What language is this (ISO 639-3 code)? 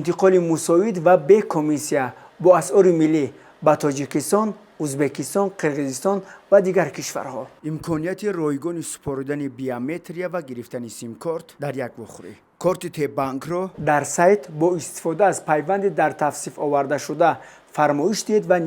tgk